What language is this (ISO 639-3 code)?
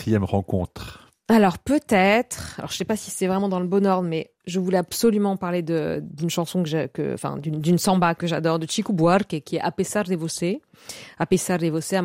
fra